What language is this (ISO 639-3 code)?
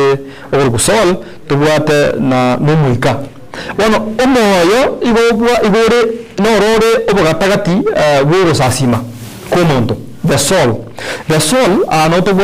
guz